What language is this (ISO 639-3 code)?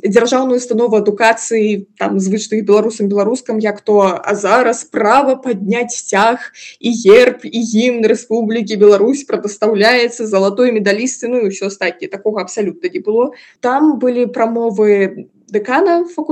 bel